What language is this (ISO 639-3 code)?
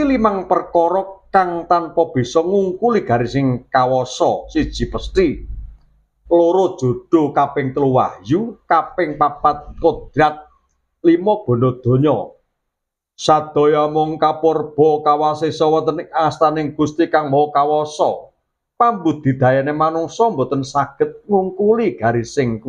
jav